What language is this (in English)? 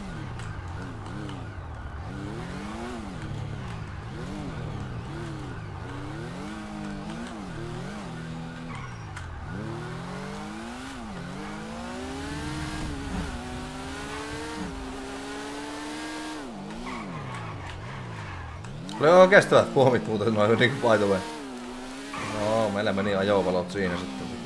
Finnish